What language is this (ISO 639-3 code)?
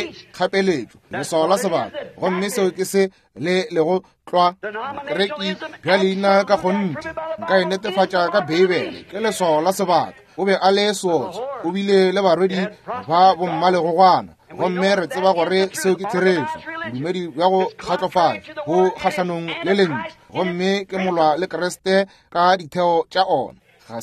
nso